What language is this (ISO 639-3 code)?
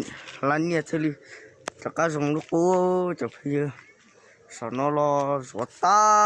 hmn